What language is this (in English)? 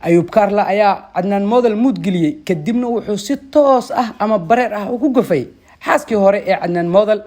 Somali